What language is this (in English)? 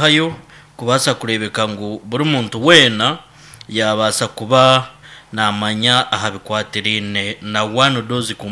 Nyankole